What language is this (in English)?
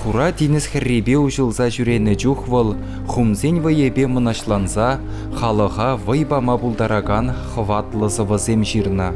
Chuvash